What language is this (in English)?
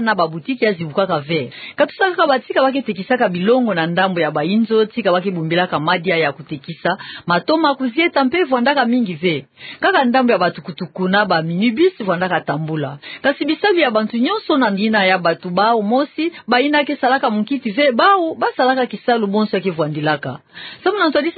Kituba (Democratic Republic of Congo)